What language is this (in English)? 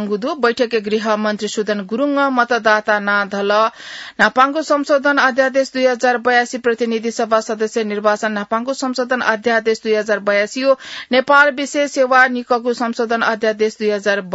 Newari